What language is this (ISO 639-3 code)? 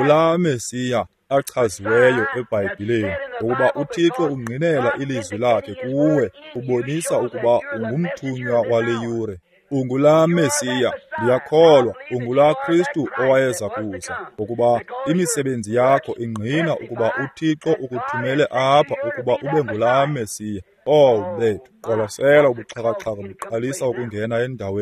xho